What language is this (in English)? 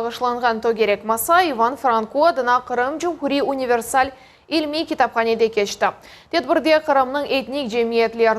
Crimean Tatar